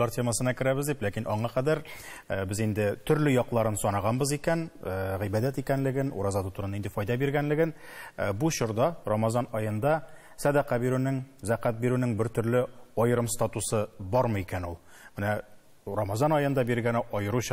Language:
Tatar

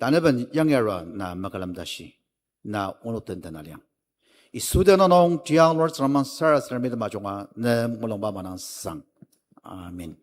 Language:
Ao Naga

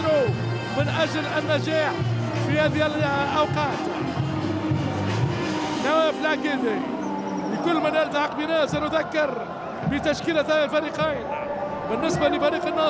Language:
Arabic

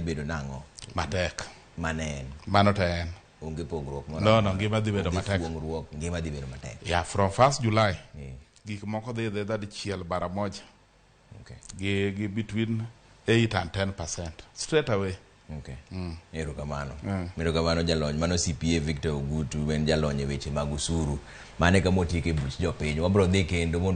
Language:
Luo (Kenya and Tanzania)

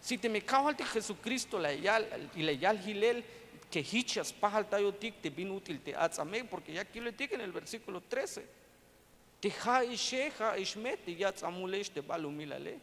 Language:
Tzeltal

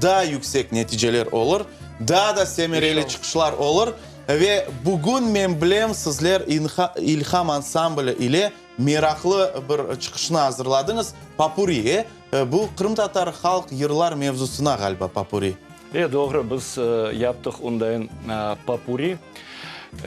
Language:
Crimean Tatar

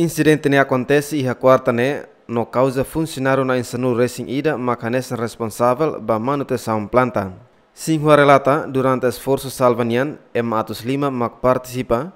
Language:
Tetum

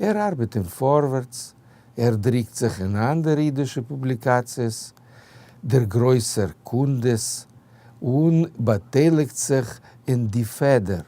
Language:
Yiddish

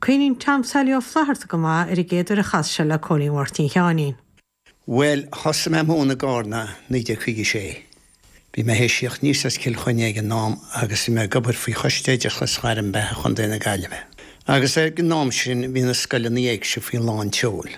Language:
Irish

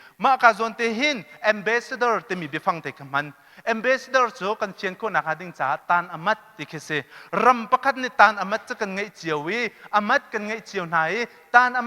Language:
Hakha Chin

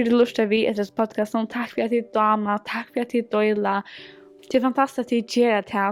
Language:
Faroese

